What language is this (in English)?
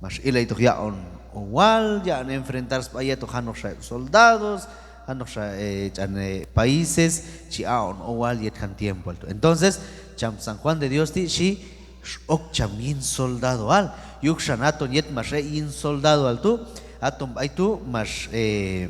Q'anjob'al